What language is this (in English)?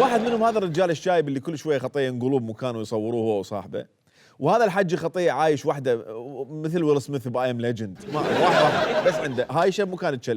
Mesopotamian Arabic